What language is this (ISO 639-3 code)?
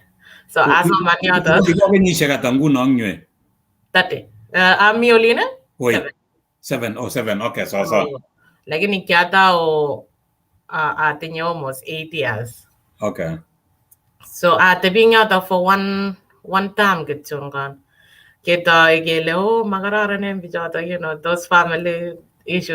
kln